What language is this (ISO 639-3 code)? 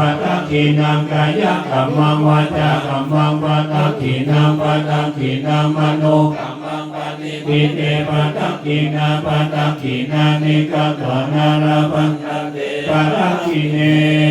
pli